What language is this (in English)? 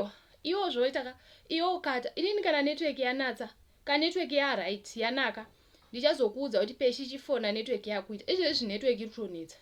Shona